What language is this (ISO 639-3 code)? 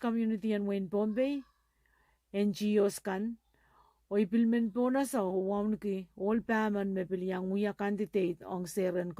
pon